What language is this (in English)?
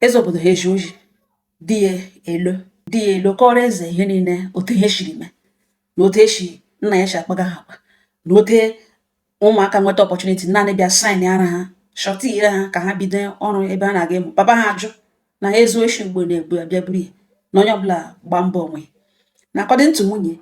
Igbo